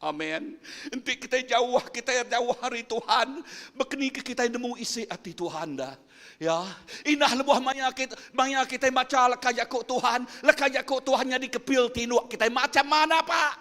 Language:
Iban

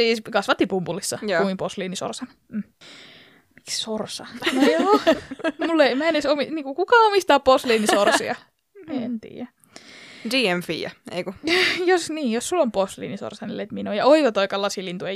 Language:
Finnish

